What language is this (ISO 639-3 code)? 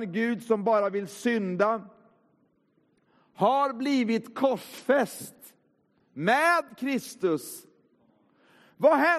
swe